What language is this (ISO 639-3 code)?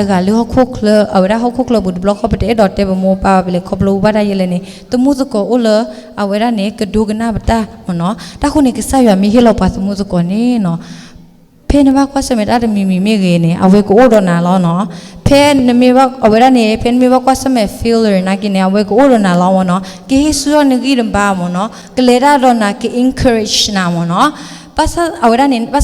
ksw